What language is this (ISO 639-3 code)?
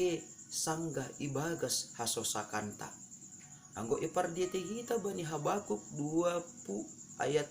bts